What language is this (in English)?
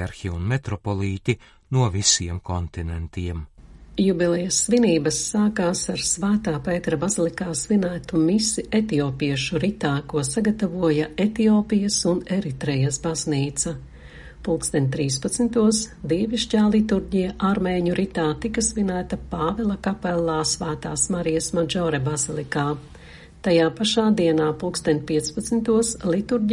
Latvian